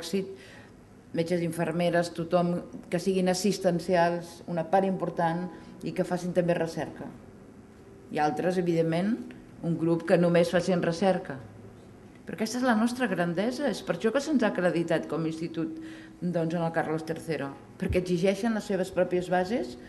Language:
Catalan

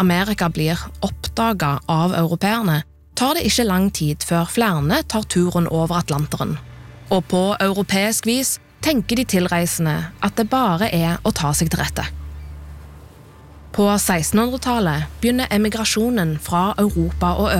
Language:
Norwegian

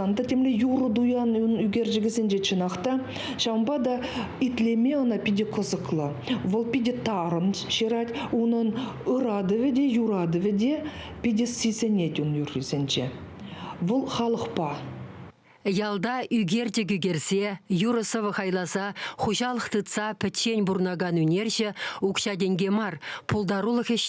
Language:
Chuvash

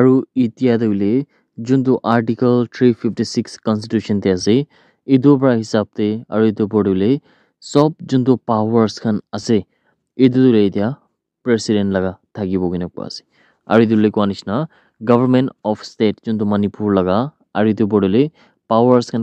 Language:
Naga Pidgin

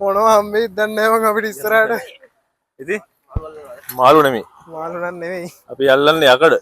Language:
Sinhala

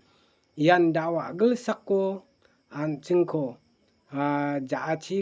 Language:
Garo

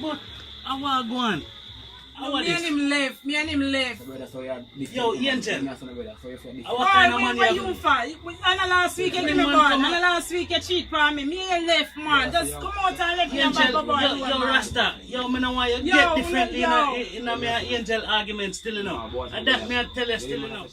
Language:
Jamaican Creole English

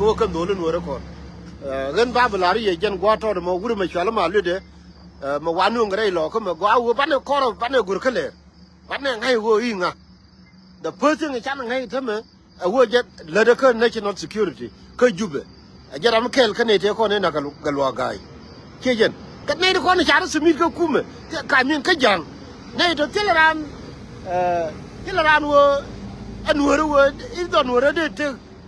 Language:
Nuer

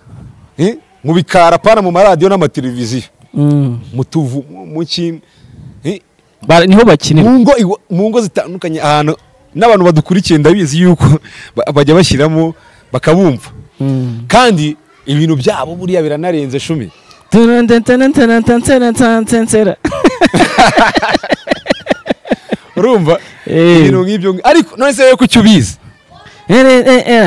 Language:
Kinyarwanda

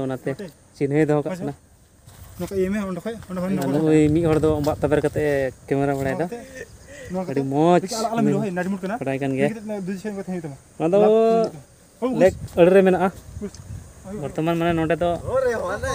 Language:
Santali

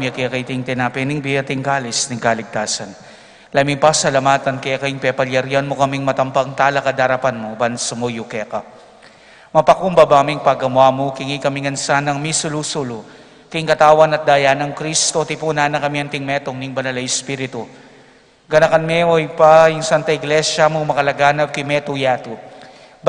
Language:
Pampanga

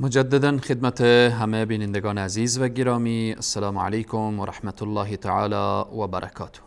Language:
Persian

